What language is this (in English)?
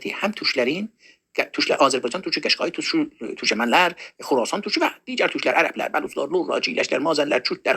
South Azerbaijani